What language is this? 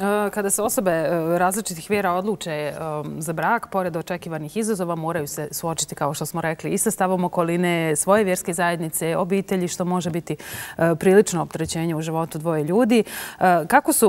Bosnian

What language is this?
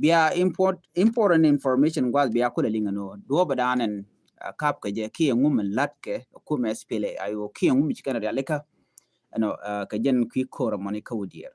Nuer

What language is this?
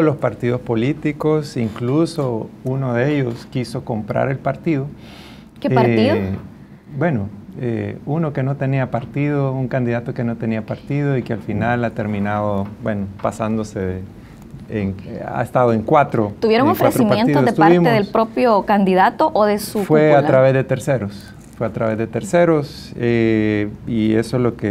Spanish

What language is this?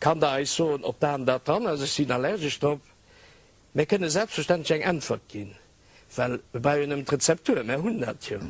Luxembourgish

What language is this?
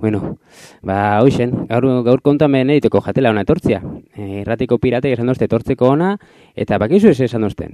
Basque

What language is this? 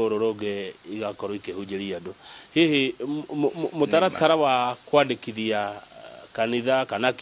Kikuyu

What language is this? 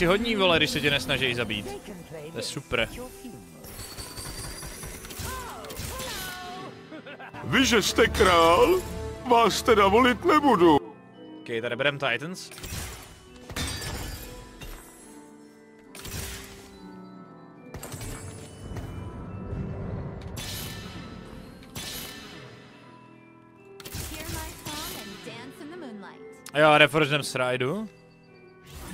Czech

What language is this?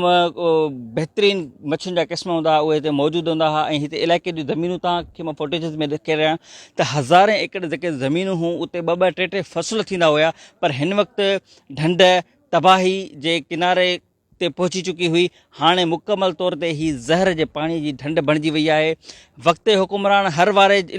Sindhi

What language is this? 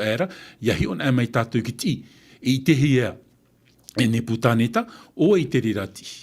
Tahitian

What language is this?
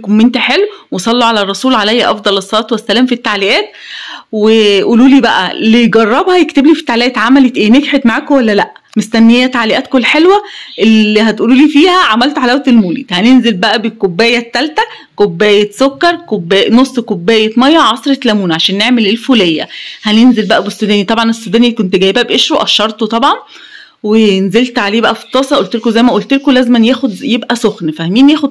Egyptian Arabic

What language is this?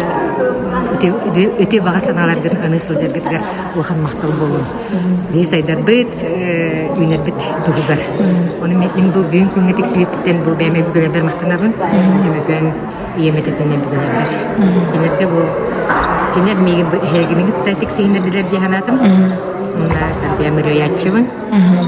Yakut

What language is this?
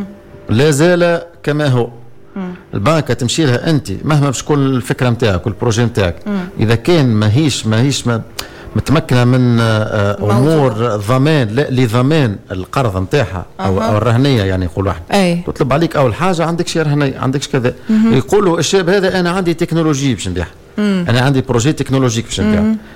Tunisian Arabic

